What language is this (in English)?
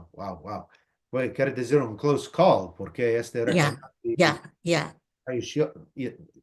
Ladino